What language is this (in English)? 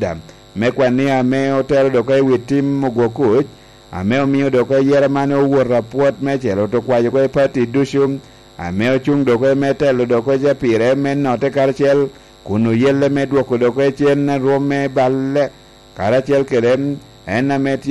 Lango (Uganda)